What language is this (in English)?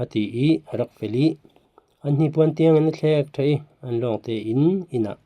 Falam Chin